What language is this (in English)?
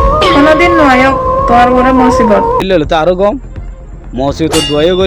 Rohingya